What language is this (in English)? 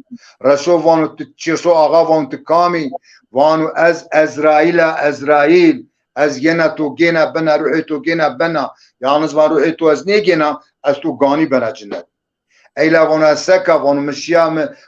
Zaza